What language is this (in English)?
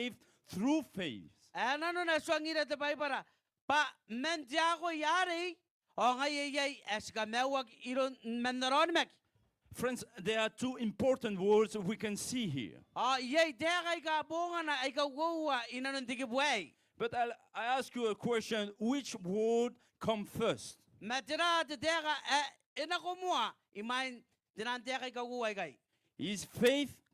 Gilbertese